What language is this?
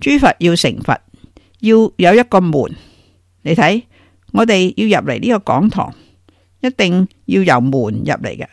Cantonese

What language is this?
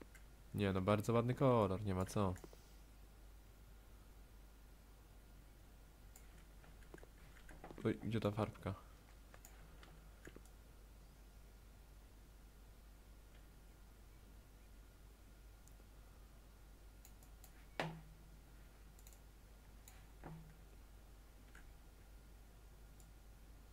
Polish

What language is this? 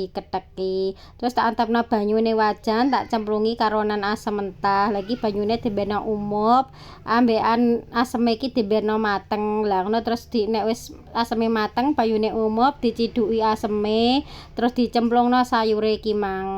Javanese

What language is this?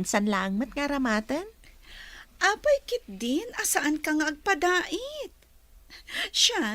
Iloko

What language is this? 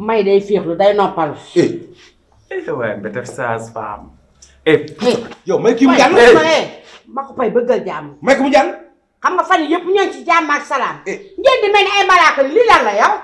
Wolof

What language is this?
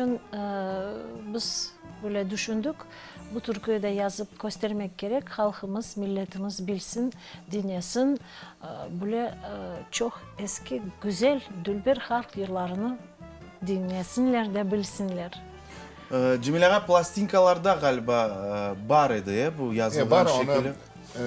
Crimean Tatar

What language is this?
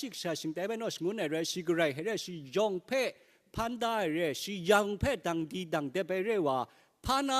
Kachin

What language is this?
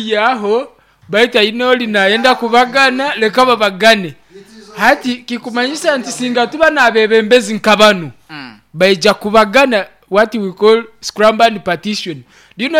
Nyoro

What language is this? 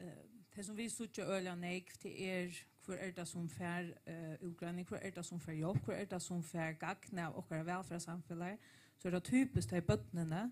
Faroese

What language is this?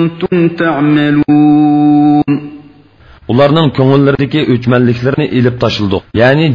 Uyghur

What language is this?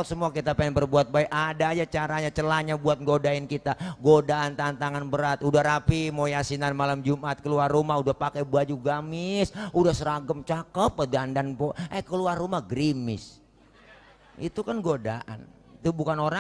Betawi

